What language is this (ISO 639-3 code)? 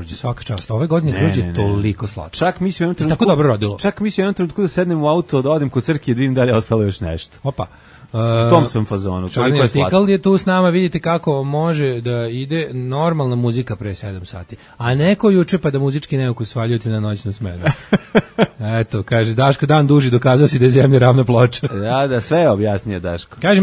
srp